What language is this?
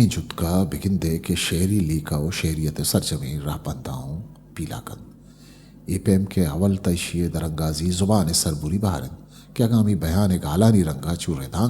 Eastern Balochi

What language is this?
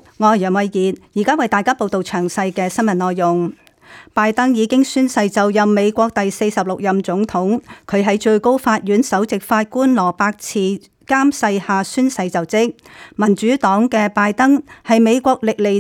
Cantonese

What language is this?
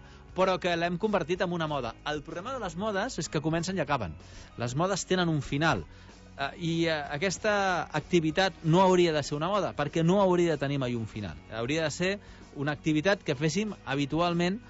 Catalan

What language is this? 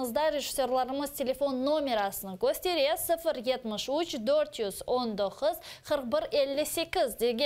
Crimean Tatar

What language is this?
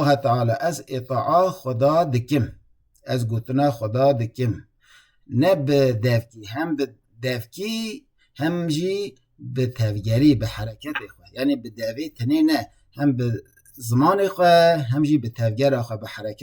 Kurdish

